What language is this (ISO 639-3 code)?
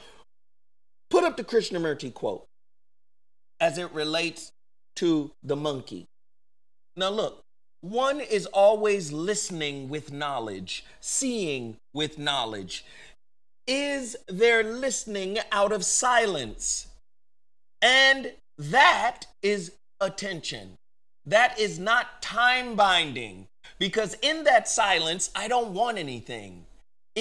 eng